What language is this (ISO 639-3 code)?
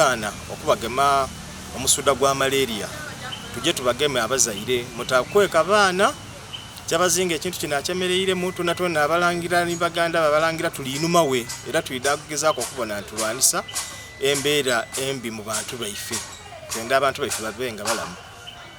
xog